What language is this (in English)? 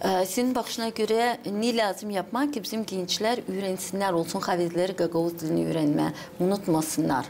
Gagauz